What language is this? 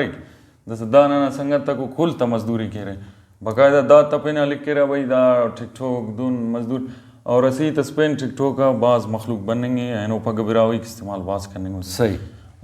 Brahui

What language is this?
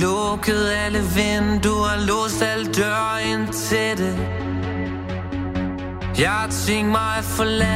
Danish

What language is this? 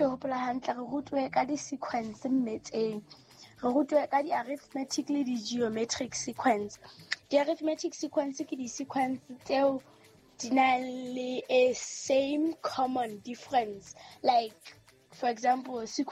Southern Sotho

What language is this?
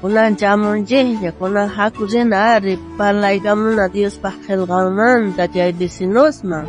South Bolivian Quechua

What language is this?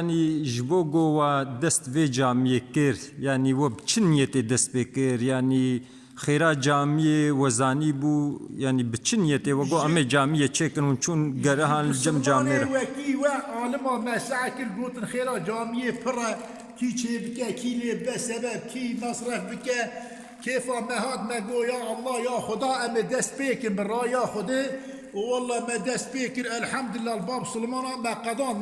Kurdish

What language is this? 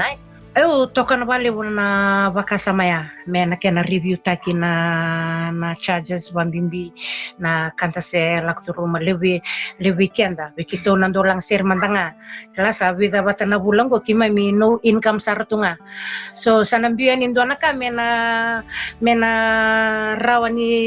Fijian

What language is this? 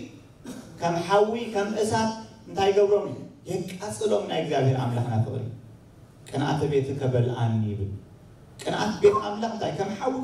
Tigrinya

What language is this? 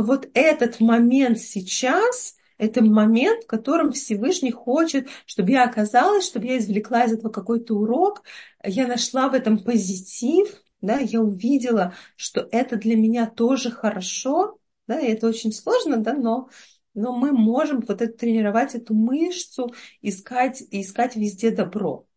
Russian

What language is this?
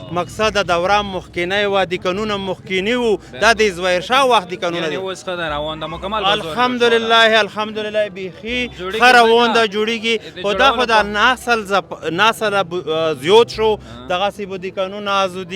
Pashto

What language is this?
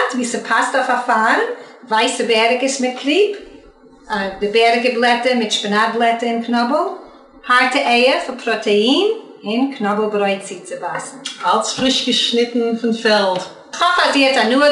Yiddish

